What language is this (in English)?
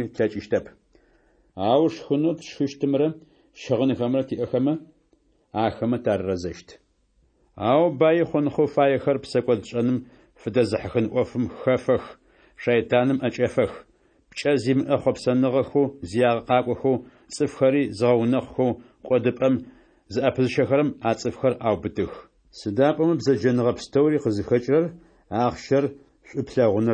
Adyghe